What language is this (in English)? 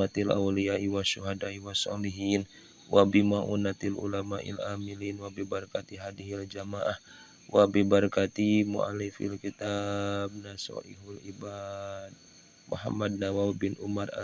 Sundanese